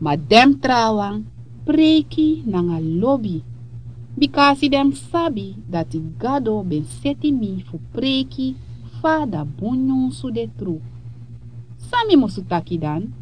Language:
Sranan Tongo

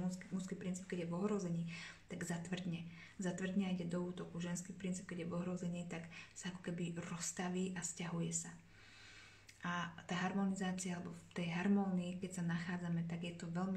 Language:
Slovak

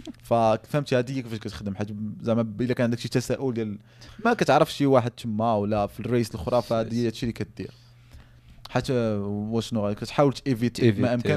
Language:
Moroccan Arabic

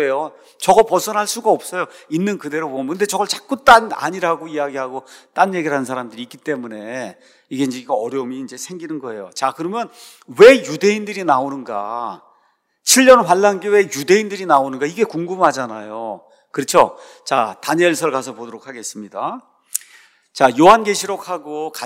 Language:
Korean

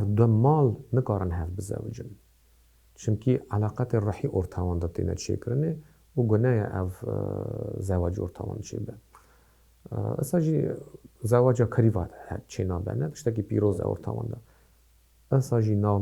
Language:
Kurdish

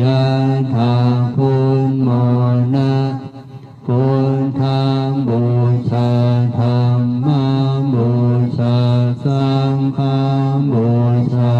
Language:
Pali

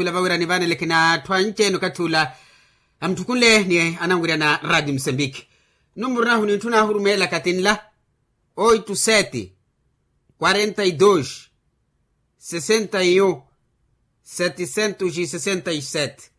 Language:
Makhuwa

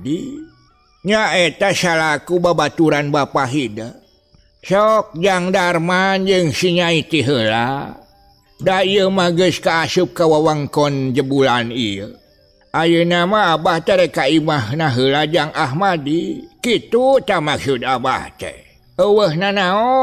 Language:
Sundanese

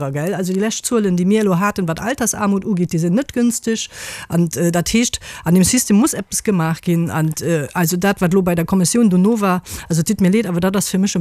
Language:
Luxembourgish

